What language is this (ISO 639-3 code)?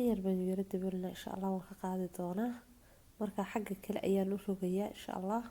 som